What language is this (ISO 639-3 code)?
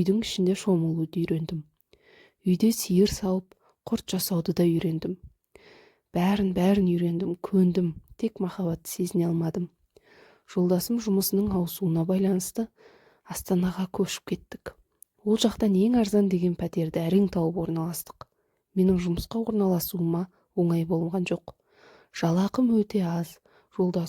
kaz